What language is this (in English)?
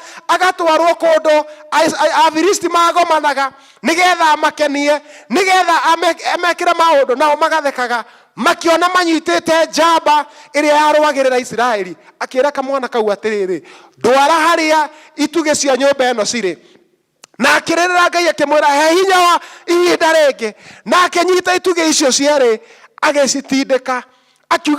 Kikuyu